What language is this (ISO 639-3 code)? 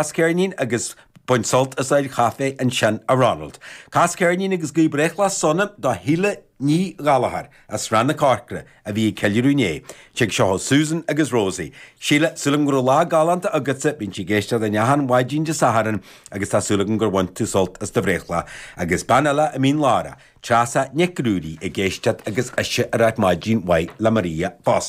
gle